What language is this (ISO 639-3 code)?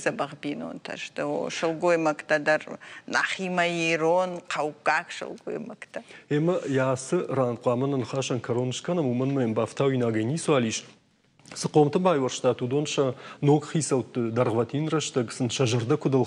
oss